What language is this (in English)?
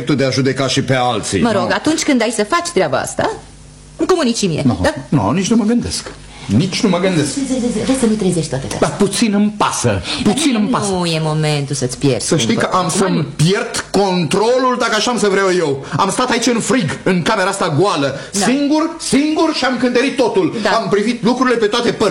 Romanian